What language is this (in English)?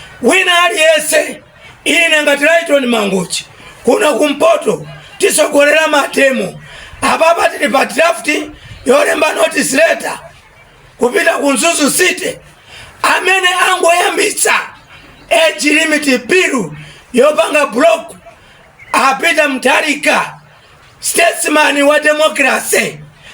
Nyanja